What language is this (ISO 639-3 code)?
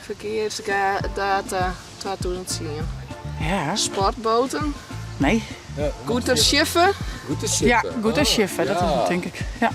fry